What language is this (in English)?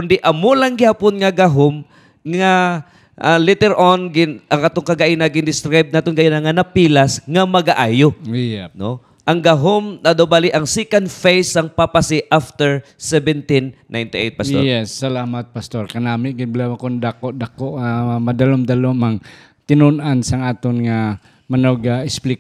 Hiligaynon